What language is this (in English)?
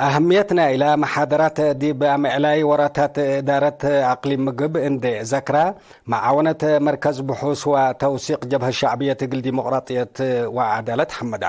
Tigre